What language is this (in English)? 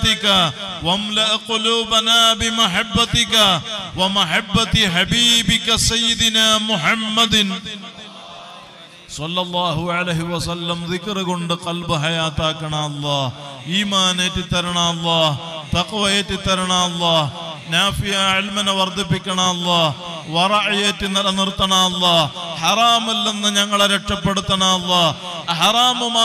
Malayalam